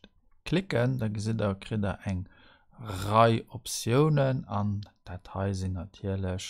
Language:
Luxembourgish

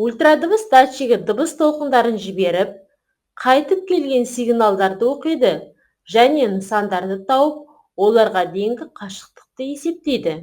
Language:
Kazakh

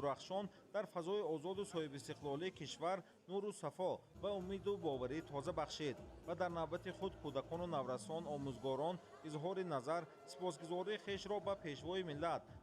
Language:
Tajik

